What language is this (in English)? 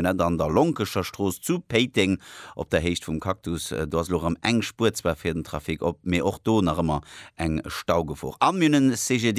Luxembourgish